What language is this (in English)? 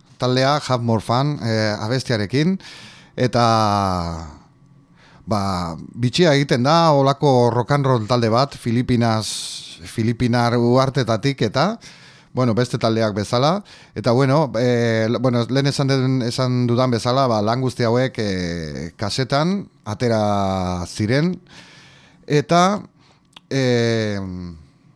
Basque